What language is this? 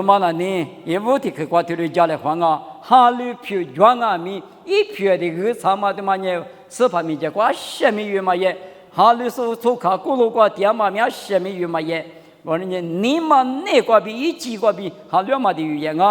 Lisu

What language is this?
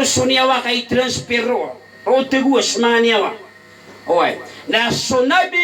Maranao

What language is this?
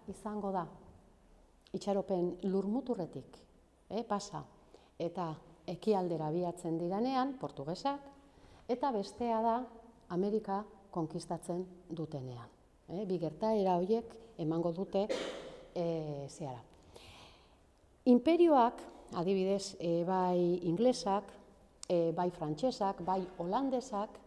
Basque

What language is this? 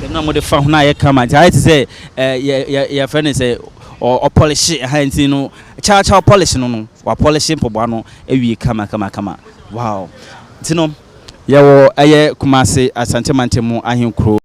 Akan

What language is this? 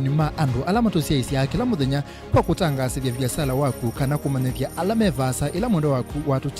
Kamba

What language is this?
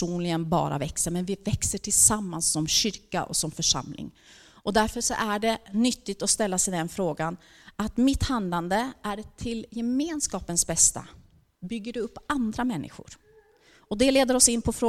Swedish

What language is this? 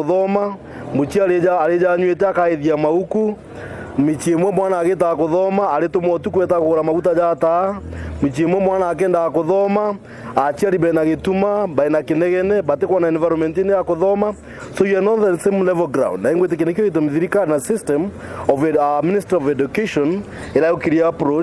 Meru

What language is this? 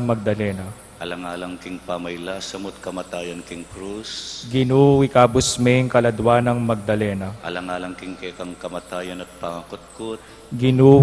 Pampanga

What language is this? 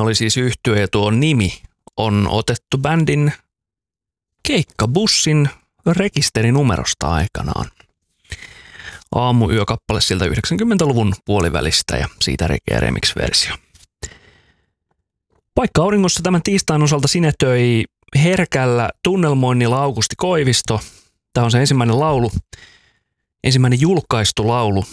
Finnish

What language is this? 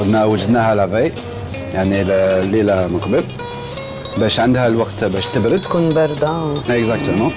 Algerian Arabic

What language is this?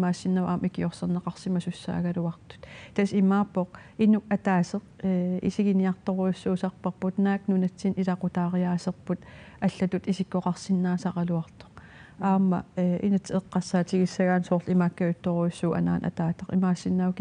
Kalaallisut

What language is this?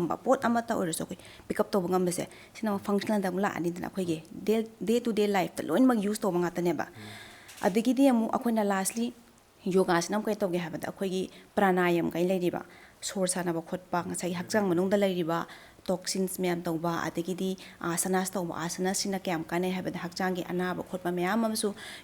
Manipuri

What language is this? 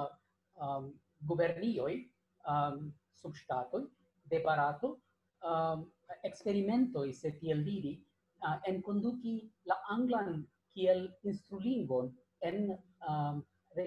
Esperanto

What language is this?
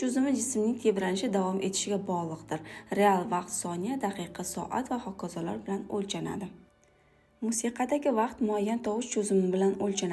Uzbek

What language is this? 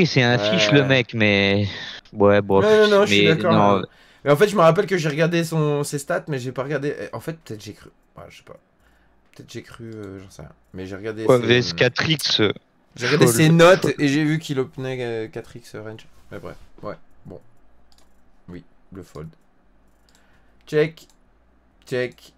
French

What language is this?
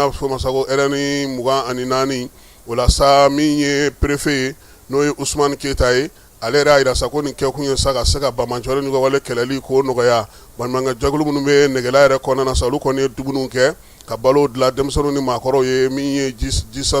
Bambara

